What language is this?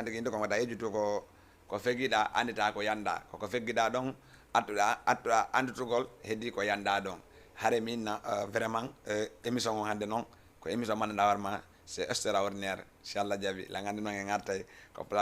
Fula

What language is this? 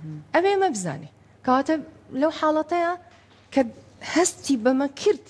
Central Kurdish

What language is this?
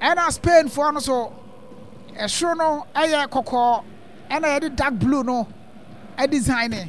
Akan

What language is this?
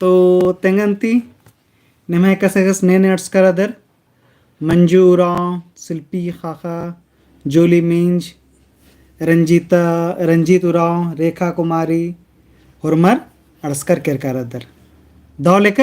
Kurukh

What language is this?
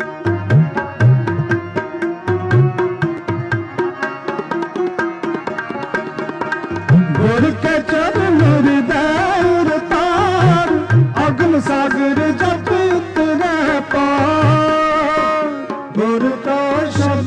Punjabi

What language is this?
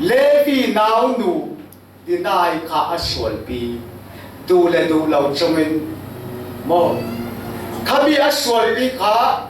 Falam Chin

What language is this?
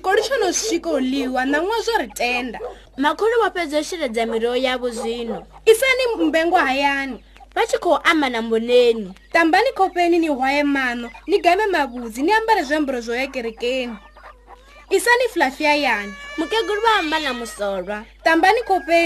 Venda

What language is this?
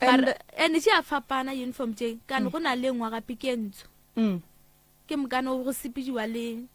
Northern Sotho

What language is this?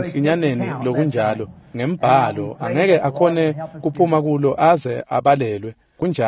Swati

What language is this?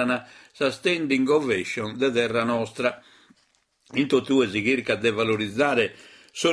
Sardinian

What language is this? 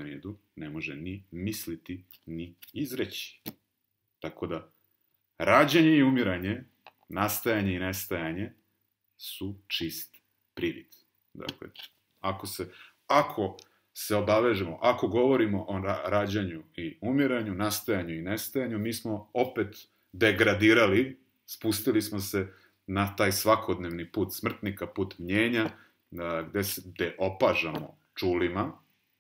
Serbian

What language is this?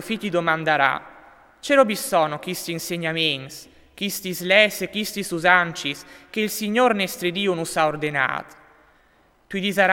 Friulian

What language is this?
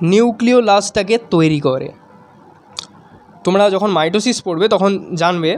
Bangla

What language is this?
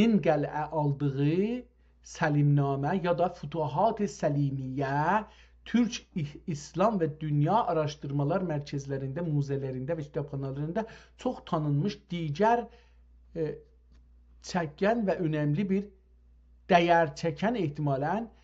South Azerbaijani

